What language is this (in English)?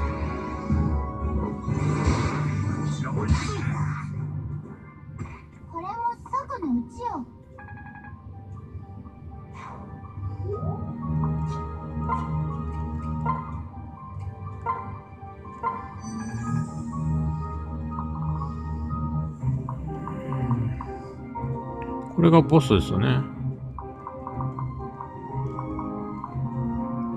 Japanese